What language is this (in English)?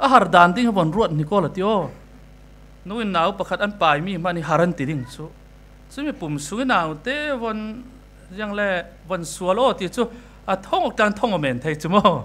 Falam Chin